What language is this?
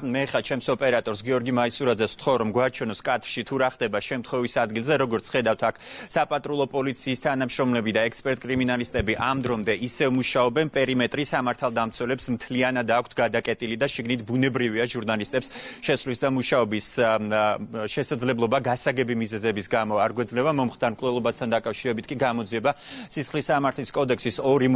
Georgian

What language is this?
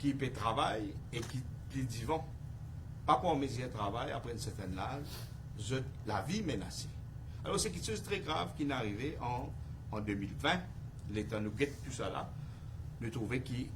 Morisyen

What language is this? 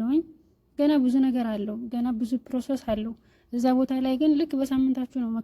Amharic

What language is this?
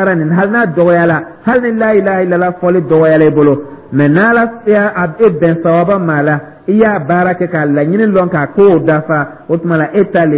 Dyula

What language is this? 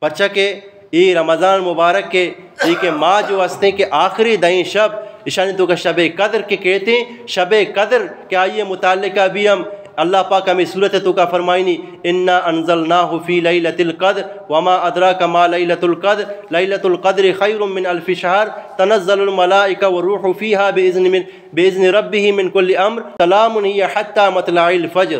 Eastern Balochi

